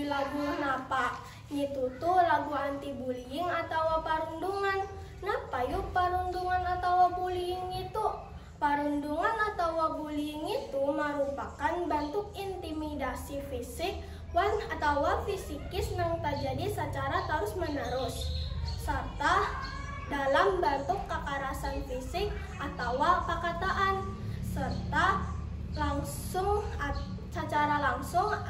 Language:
Banjar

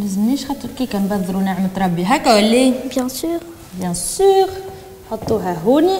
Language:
Tunisian Arabic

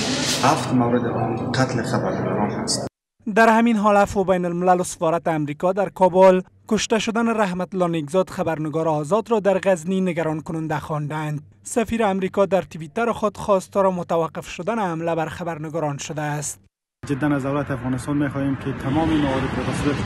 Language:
Persian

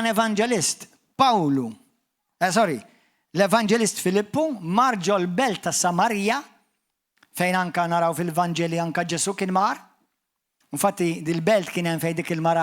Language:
Maltese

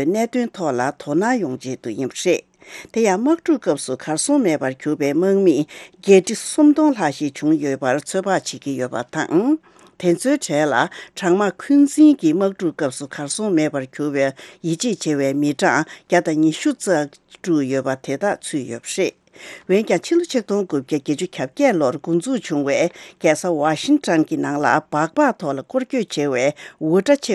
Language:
Tibetan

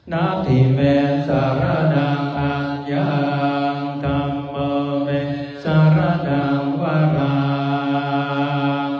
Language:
Pali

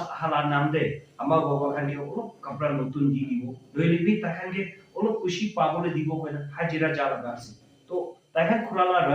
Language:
Naga Pidgin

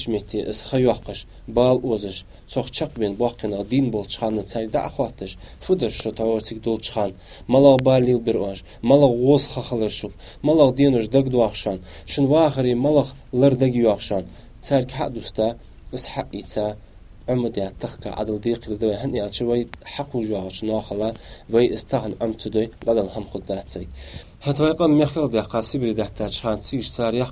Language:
Ingush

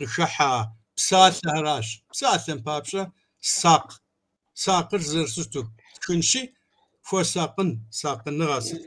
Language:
Kabardian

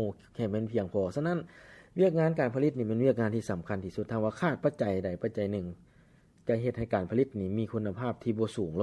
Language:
Lao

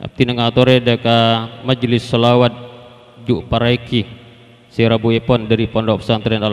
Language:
Madurese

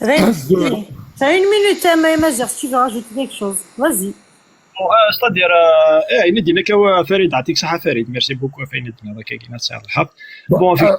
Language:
Kabyle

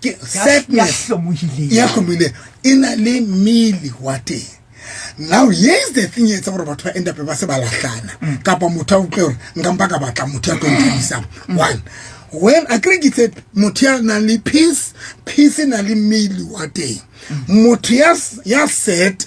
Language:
Southern Sotho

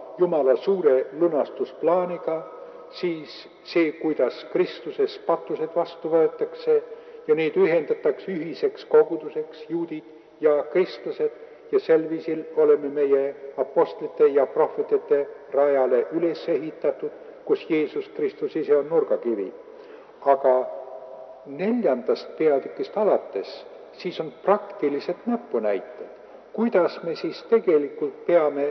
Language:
Estonian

